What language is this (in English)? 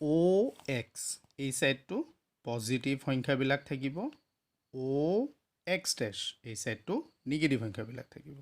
Assamese